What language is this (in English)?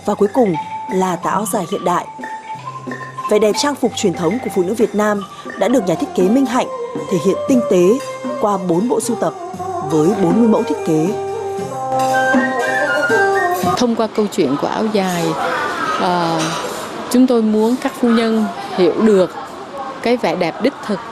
Vietnamese